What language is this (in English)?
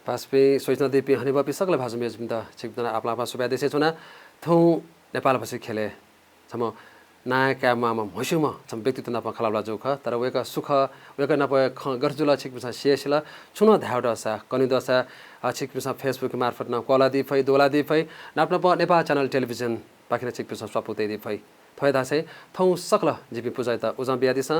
Newari